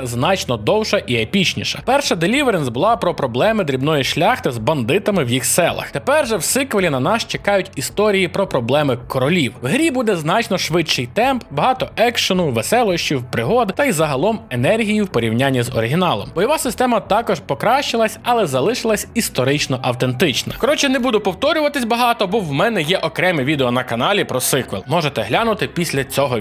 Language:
Ukrainian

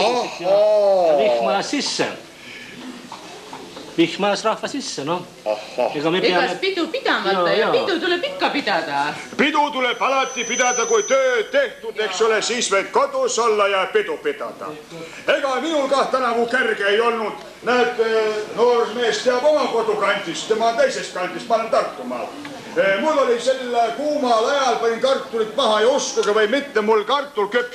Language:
Estonian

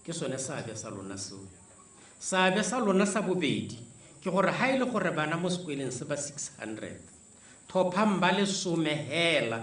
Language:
Tswana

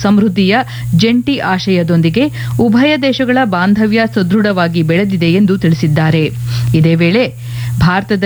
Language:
Kannada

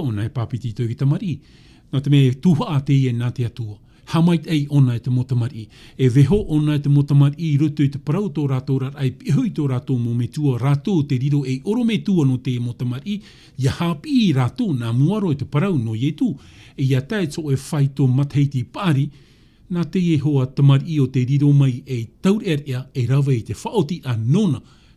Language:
Tahitian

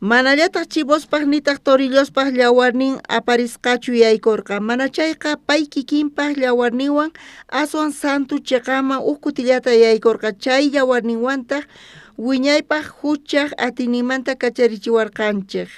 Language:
South Bolivian Quechua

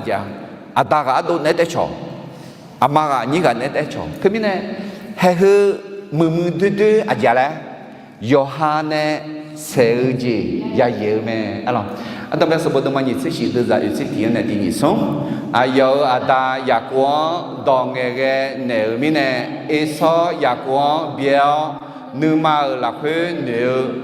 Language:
Akha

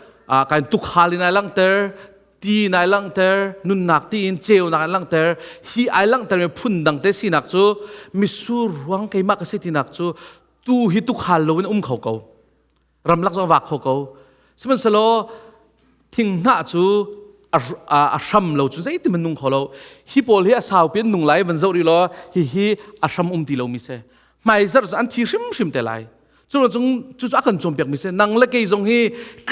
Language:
Hakha Chin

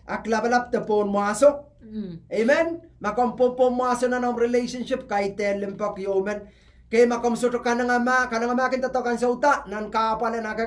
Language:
Pohnpeian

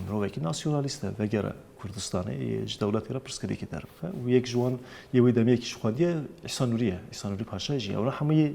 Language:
Kurdish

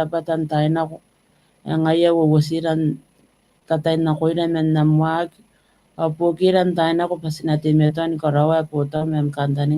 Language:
Gilbertese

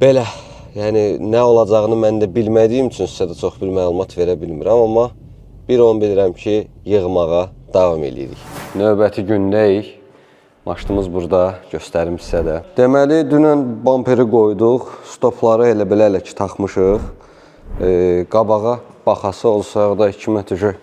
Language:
Azerbaijani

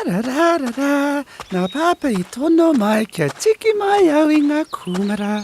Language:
Māori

